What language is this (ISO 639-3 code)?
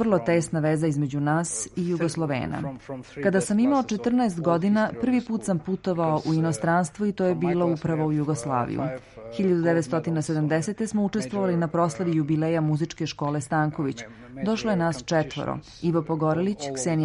srp